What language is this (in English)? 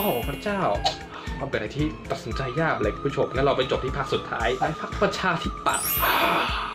Thai